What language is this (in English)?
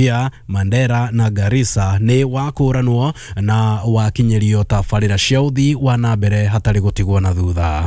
Kikuyu